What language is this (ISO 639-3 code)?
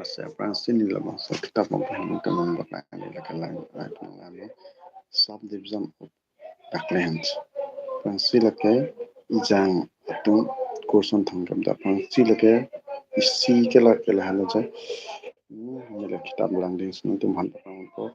mjw